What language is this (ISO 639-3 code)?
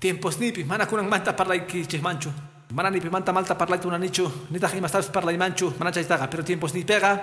que